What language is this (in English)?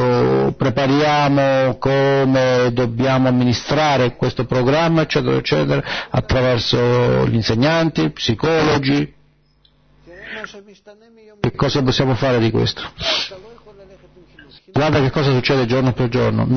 Italian